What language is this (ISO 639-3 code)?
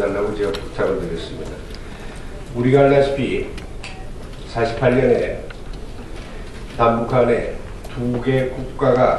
kor